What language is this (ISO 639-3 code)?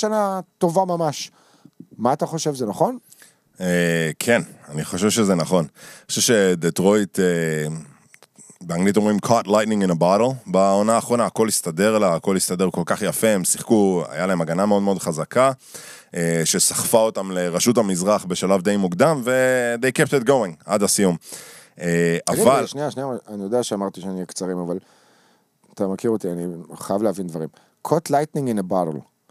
heb